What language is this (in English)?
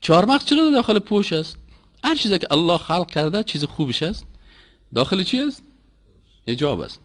Persian